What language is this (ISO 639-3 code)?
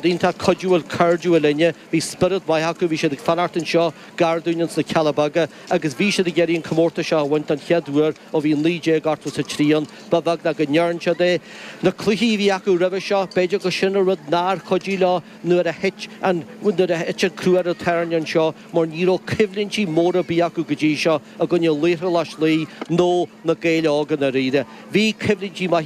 gle